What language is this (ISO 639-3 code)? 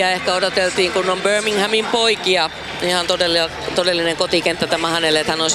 fin